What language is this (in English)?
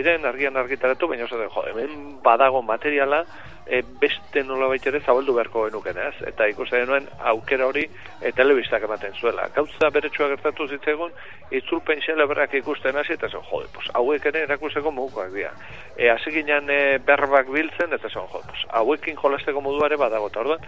Basque